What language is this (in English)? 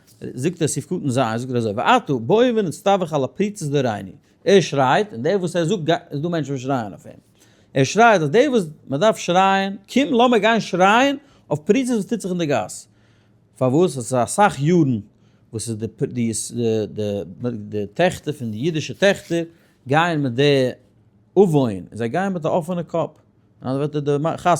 Yiddish